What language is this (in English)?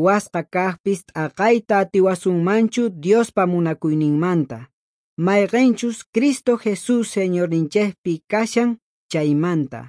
South Bolivian Quechua